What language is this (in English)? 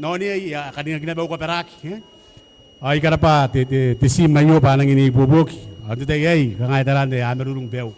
Gilbertese